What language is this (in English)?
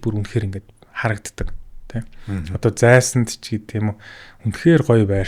Mongolian